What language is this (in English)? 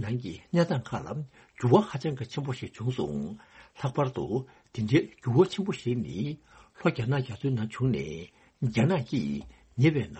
Tibetan